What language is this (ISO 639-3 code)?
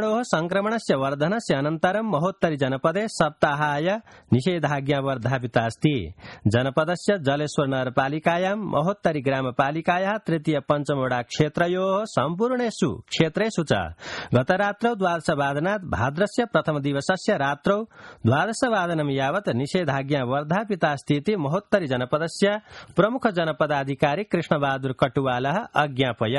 san